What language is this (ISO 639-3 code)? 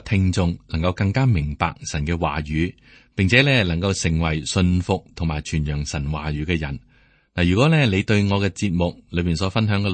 yue